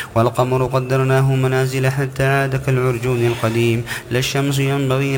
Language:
Arabic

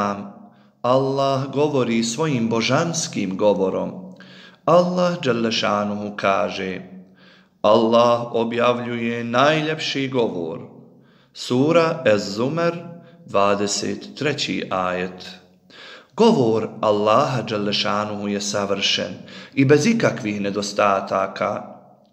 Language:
Bosnian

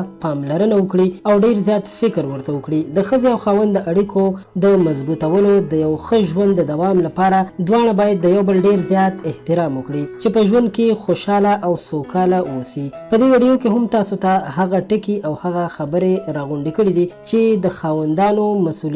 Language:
Pashto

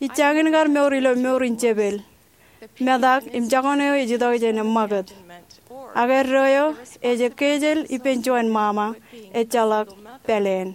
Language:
Marshallese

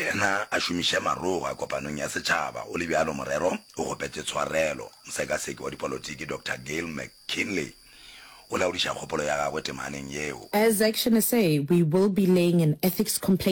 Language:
Northern Sotho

